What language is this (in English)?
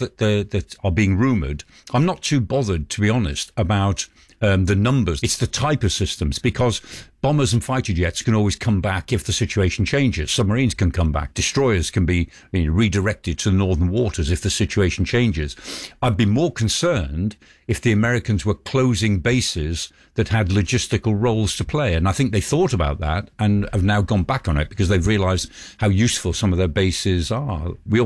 English